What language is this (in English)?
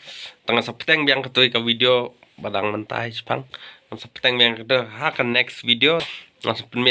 Khasi